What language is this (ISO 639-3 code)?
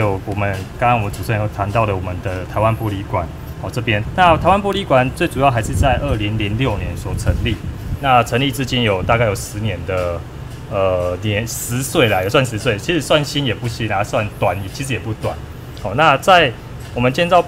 zho